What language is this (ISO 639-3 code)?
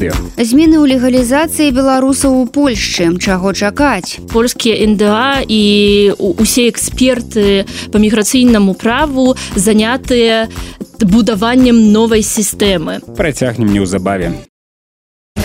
bel